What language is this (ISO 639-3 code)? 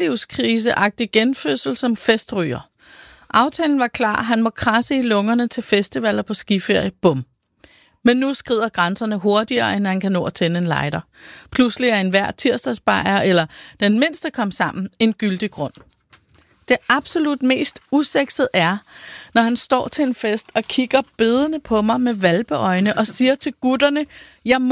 dan